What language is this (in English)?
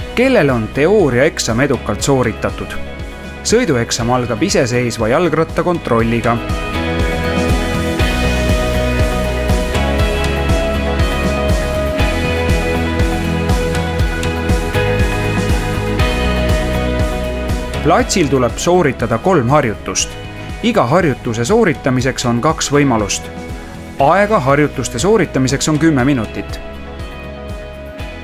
Estonian